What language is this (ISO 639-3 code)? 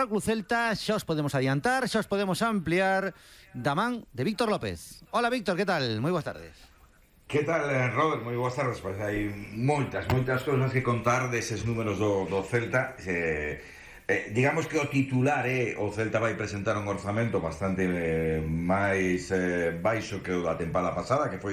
glg